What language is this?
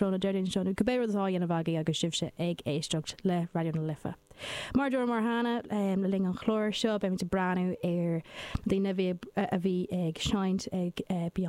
Irish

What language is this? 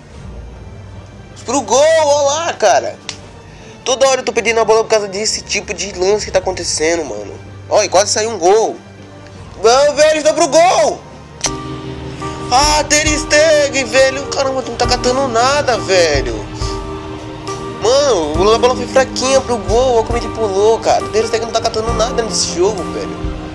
Portuguese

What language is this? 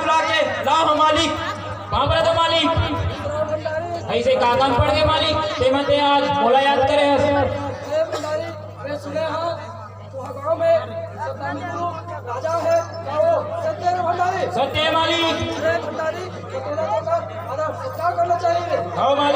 Chhattisgarhi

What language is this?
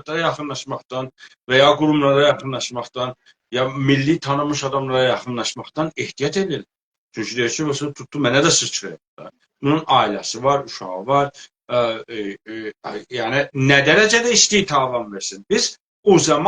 South Azerbaijani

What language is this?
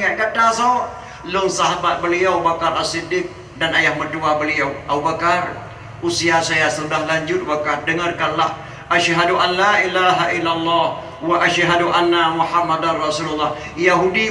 Achinese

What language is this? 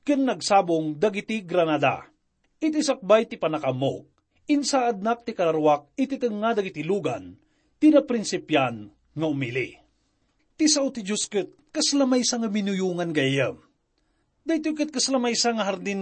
Iloko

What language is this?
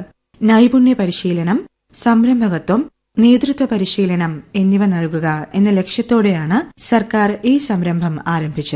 Malayalam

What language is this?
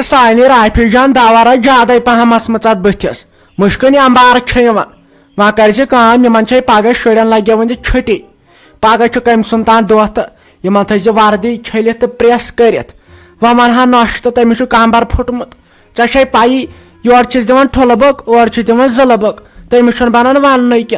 Kashmiri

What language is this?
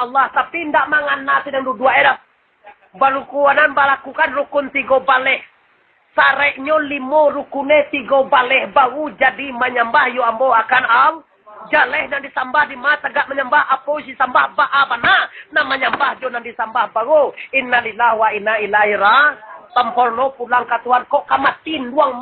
Minangkabau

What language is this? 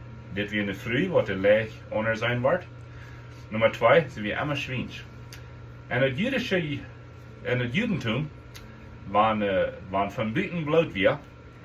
Plautdietsch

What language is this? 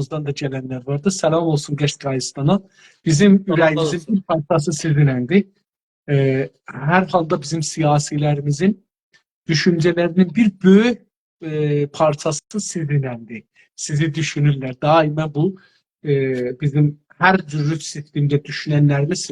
South Azerbaijani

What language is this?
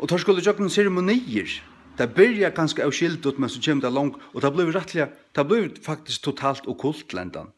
Faroese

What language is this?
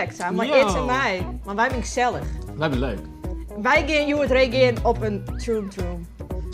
Western Frisian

